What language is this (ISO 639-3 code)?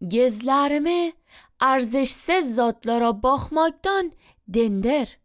aze